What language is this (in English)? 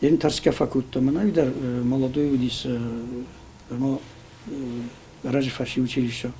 Ossetic